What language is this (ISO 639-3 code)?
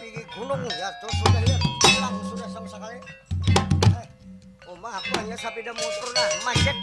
bjn